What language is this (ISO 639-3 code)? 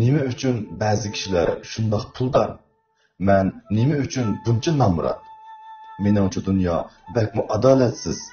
uig